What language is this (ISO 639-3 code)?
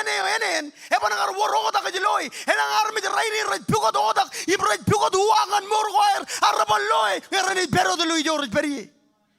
mah